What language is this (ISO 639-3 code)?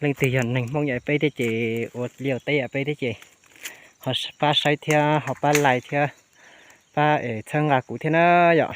hmn